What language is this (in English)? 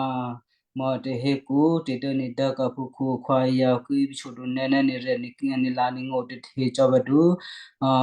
Western Kayah